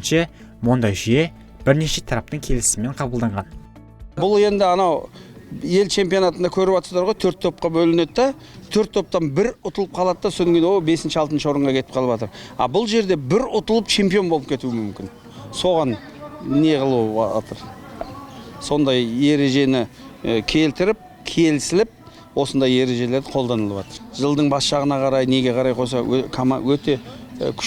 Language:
Kazakh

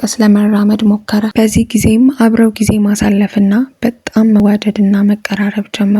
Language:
Amharic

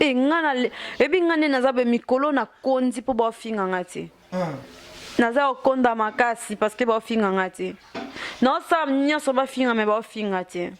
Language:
Lingala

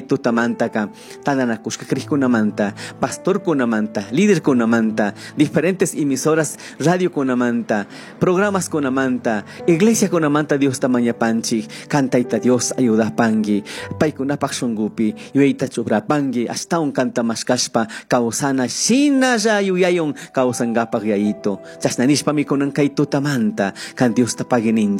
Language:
Chimborazo Highland Quichua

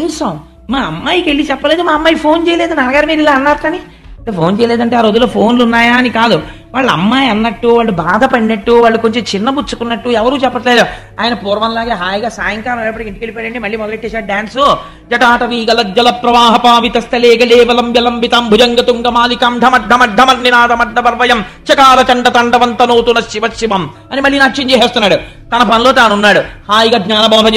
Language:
Telugu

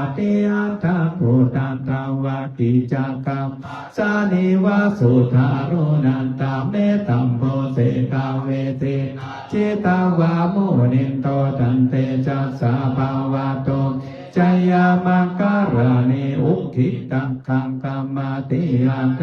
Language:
Pali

